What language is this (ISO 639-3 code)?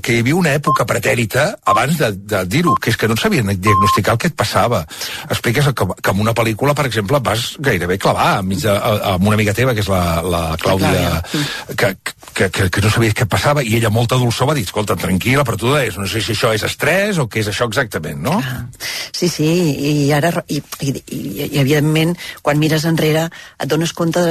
cat